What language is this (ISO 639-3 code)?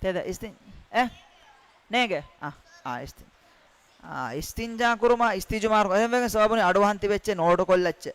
div